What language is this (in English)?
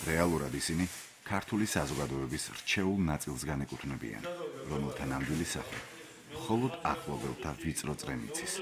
Georgian